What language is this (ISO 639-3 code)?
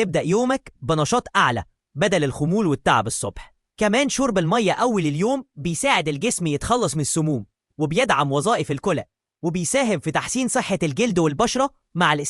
arz